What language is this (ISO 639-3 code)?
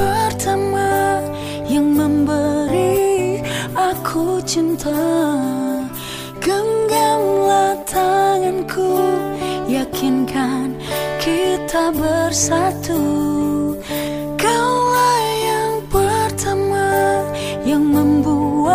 ind